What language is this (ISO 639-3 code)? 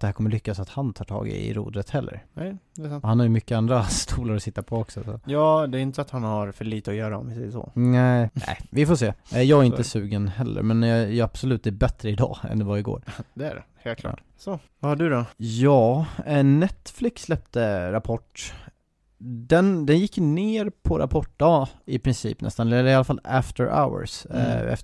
swe